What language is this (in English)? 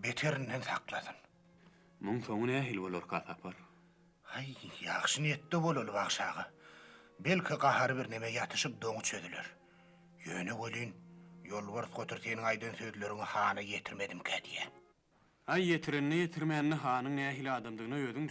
Turkmen